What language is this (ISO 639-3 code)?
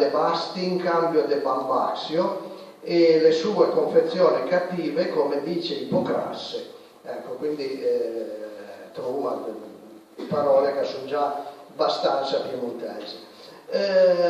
pms